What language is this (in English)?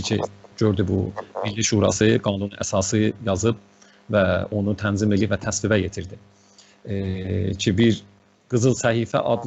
South Azerbaijani